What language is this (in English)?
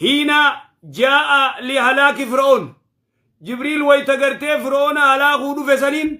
Oromo